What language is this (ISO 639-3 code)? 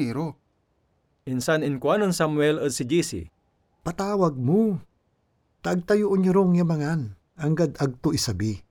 pag